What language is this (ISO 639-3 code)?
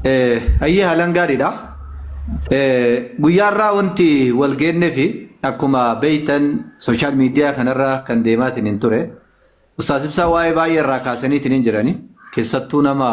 orm